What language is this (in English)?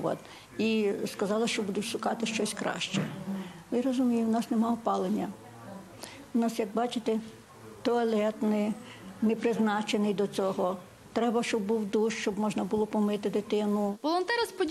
Ukrainian